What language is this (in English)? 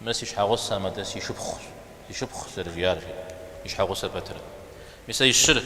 Kabardian